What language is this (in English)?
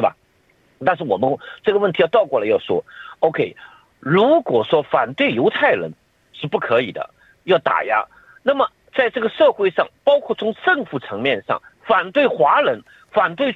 Chinese